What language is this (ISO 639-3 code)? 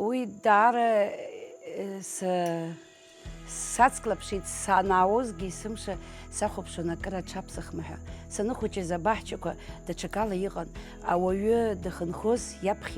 abk